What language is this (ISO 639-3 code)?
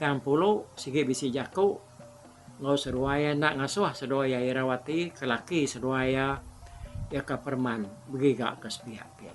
iba